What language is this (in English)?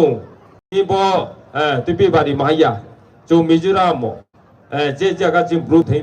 Riang (India)